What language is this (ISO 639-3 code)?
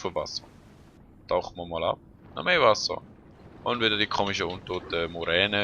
gsw